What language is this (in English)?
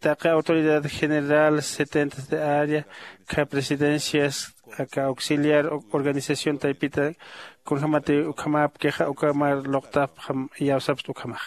Aymara